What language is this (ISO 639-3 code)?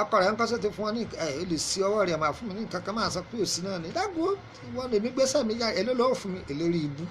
yor